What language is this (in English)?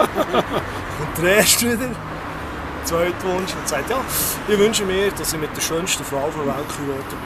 Swiss German